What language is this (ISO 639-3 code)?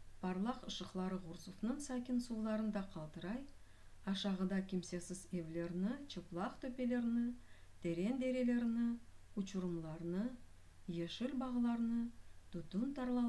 crh